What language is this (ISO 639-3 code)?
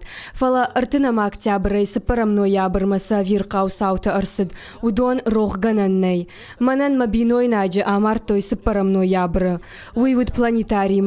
oss